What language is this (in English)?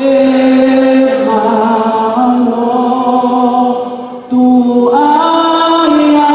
Tongan